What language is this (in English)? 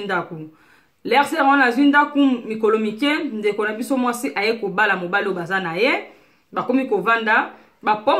Lingala